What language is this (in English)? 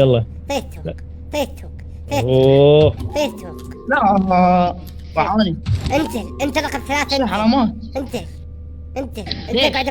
Mesopotamian Arabic